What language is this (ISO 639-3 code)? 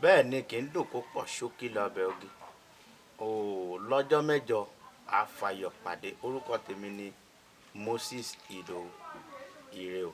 yor